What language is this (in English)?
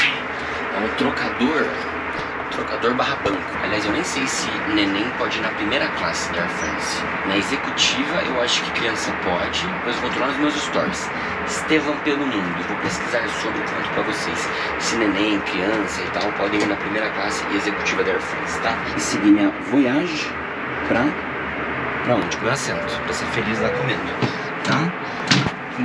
Portuguese